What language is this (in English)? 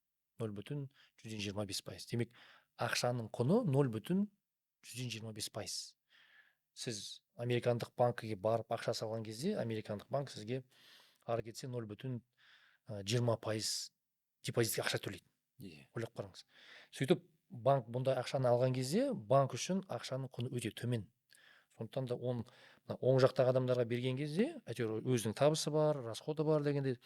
Kazakh